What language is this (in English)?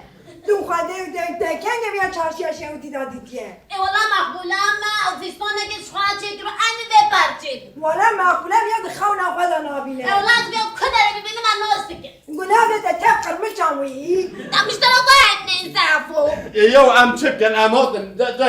Kurdish